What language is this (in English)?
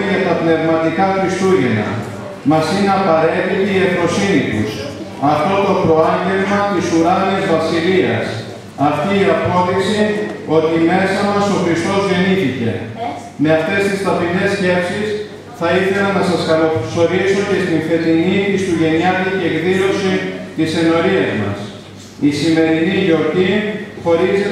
Greek